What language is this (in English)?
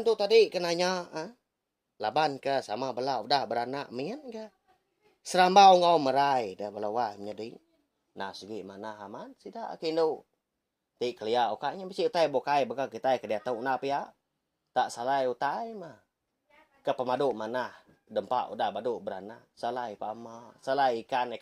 Iban